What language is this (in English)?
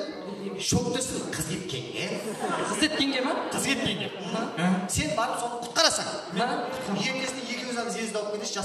Kara-Kalpak